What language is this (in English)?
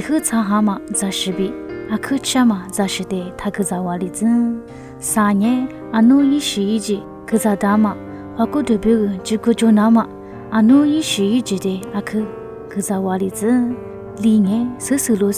Lisu